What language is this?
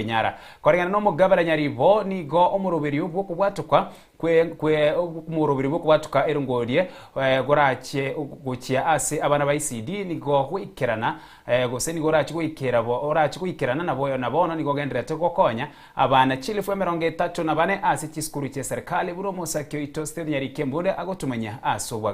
Gusii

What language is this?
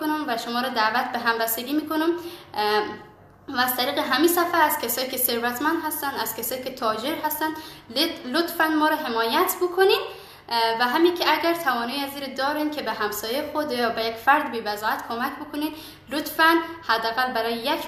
Persian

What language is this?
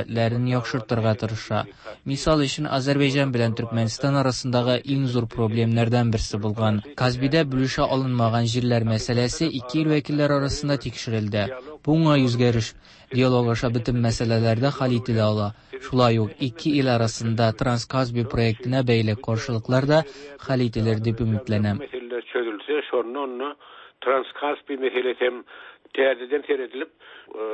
Tatar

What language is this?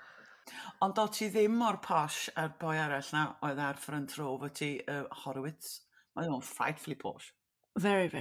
Welsh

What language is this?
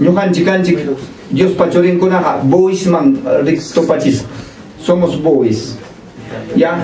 Ayacucho Quechua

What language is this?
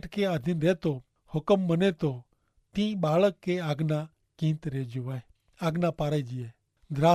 Kachhi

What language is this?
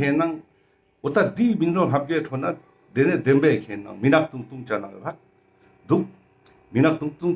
Ladakhi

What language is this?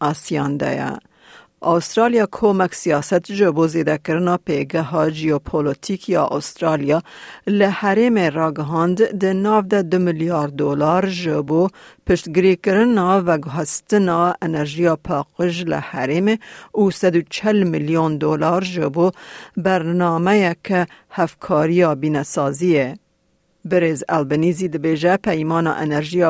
Kurdish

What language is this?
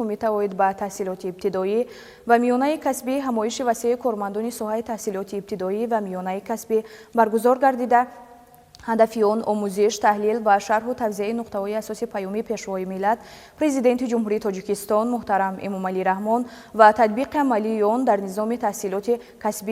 Tajik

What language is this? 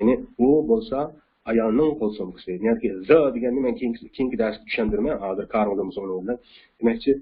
Uyghur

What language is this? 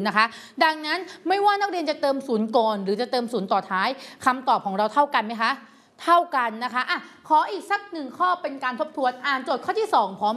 Thai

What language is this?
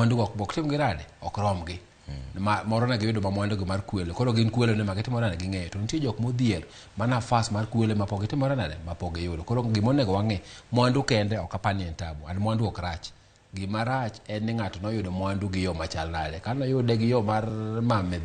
Luo (Kenya and Tanzania)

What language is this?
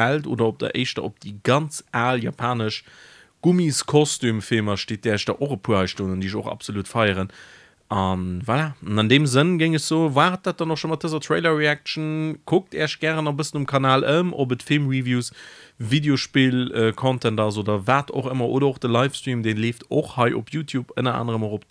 Luxembourgish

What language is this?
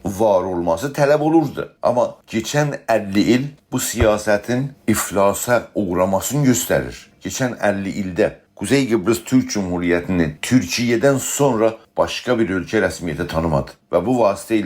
South Azerbaijani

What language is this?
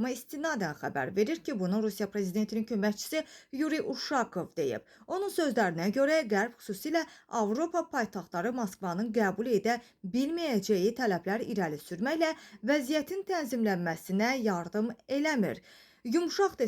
Azerbaijani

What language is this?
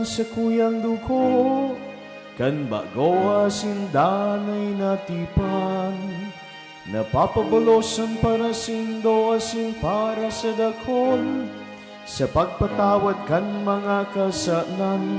Bikol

